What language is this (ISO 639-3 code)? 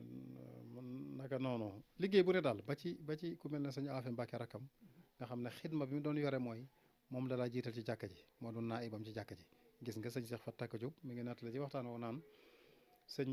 wol